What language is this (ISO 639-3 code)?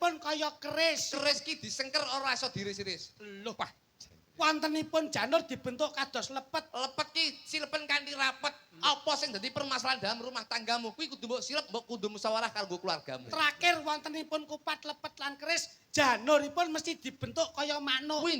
jav